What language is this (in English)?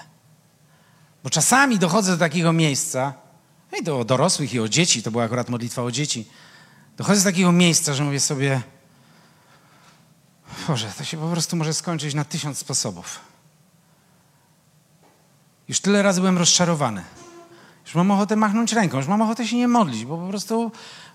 Polish